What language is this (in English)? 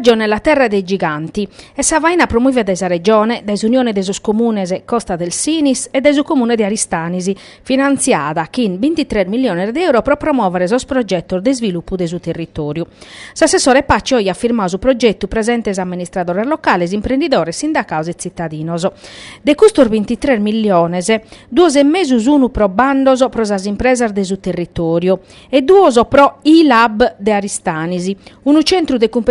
Sardinian